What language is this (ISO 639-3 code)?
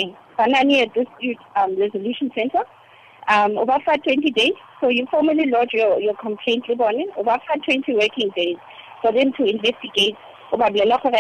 tsn